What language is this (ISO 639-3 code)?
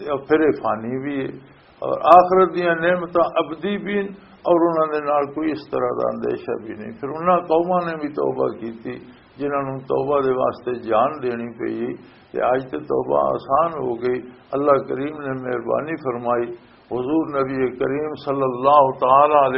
lah